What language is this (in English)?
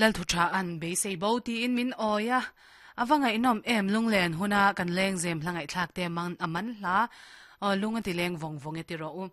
Mizo